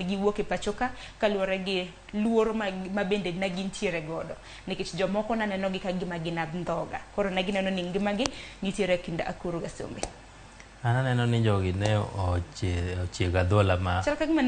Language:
Luo (Kenya and Tanzania)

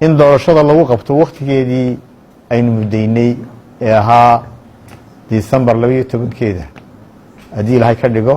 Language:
Somali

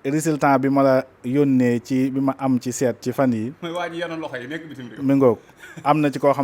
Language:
Wolof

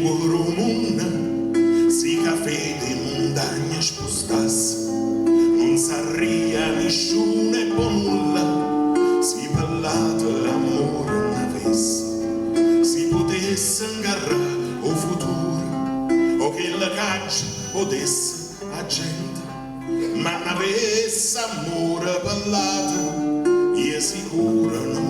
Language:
Neapolitan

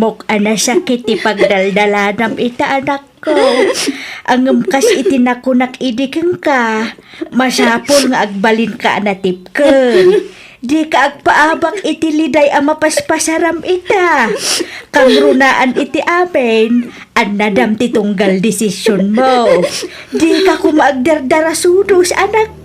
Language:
Iloko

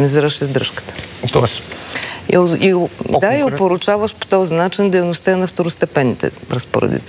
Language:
Bulgarian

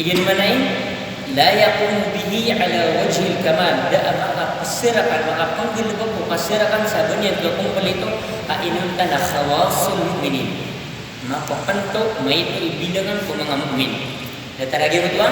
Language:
Maranao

